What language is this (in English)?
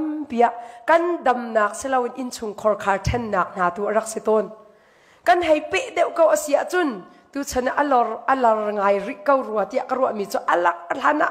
Hakha Chin